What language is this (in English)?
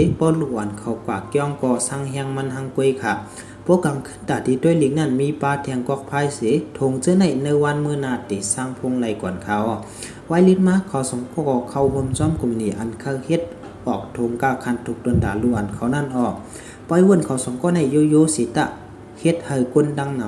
Shan